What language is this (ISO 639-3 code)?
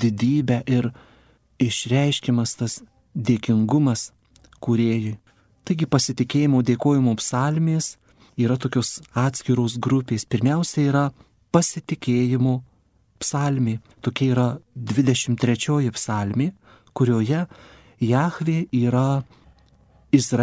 lit